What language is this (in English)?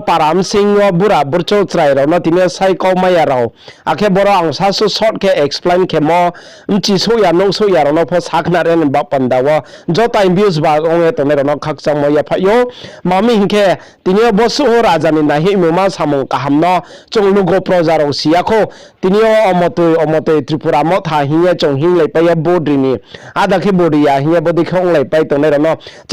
Riang (India)